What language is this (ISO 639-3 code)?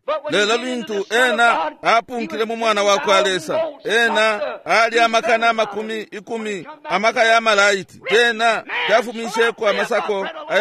bem